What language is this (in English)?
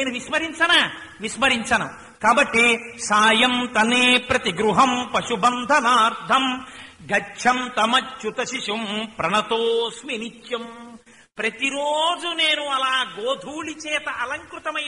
Telugu